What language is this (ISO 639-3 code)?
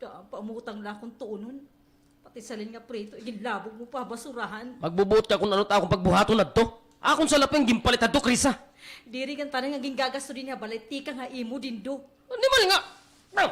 war